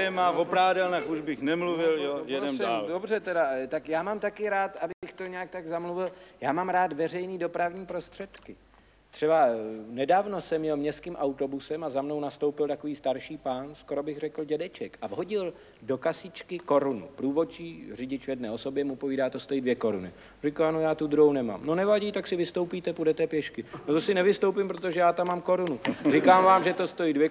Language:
Czech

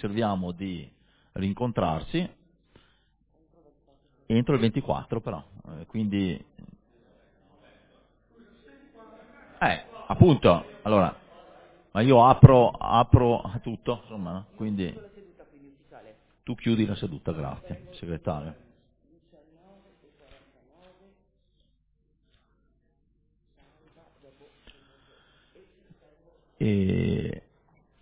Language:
Italian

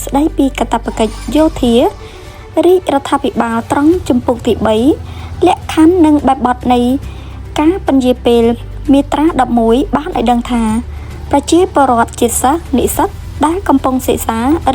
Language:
Khmer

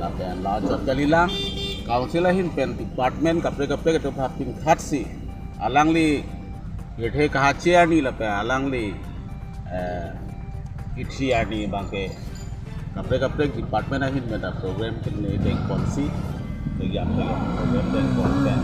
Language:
Karbi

